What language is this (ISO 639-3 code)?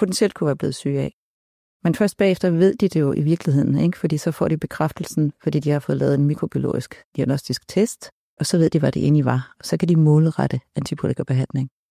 dan